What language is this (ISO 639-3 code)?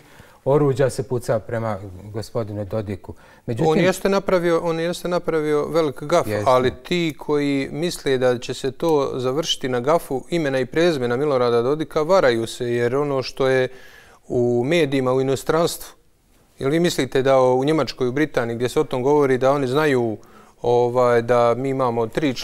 bos